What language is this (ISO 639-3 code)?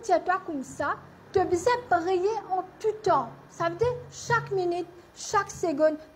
mfe